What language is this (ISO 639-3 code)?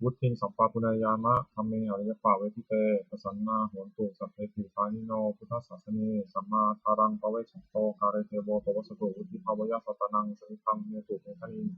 pli